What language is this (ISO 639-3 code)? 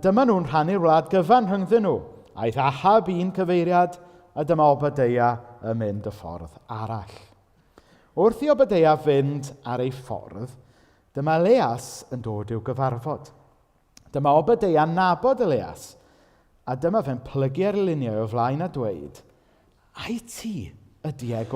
cym